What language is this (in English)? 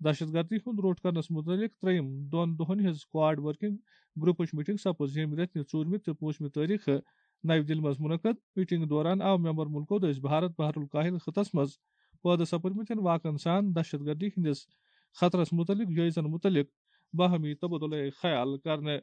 Kashmiri